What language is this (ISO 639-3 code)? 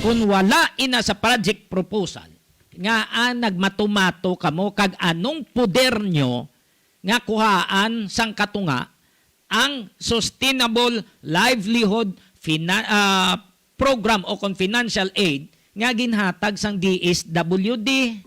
hil